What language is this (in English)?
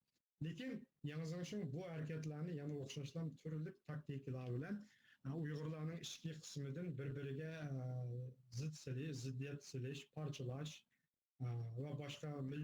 Uyghur